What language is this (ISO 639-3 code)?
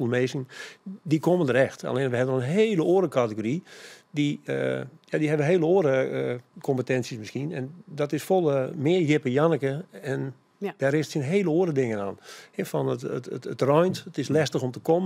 fry